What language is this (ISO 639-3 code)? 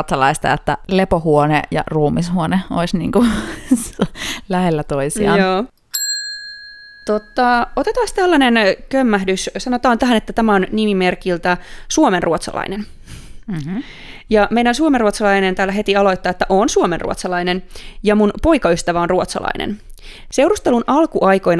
fin